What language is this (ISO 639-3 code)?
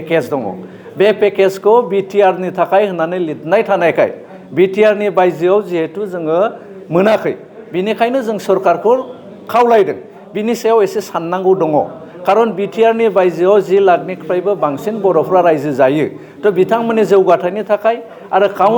brx